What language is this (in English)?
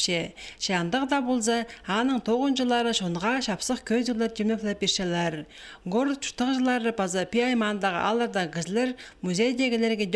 Khakas